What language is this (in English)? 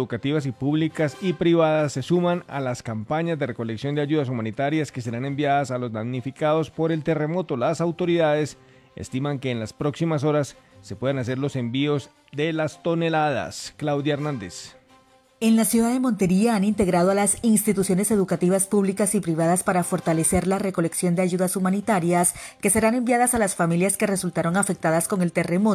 Spanish